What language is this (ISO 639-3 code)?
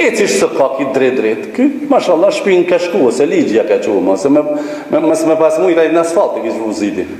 sqi